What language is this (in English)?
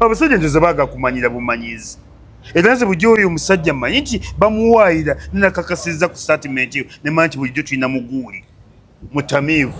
Ganda